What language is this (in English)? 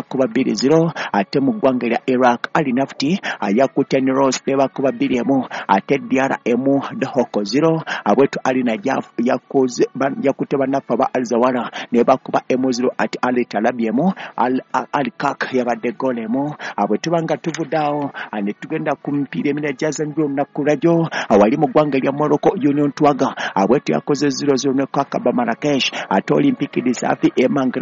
Ganda